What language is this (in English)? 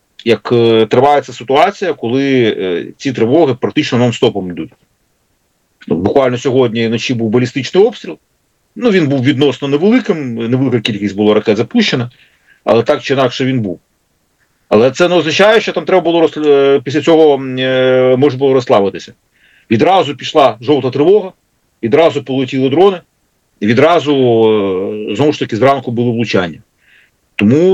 Ukrainian